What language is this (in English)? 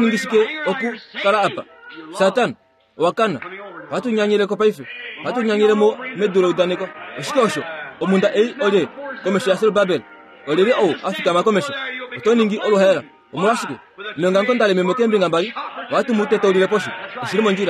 Kuanyama